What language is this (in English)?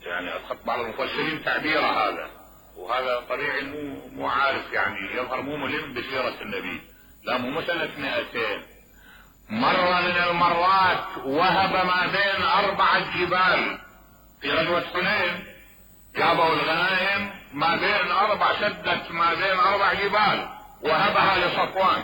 Mesopotamian Arabic